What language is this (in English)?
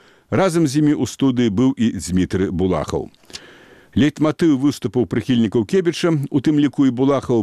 Belarusian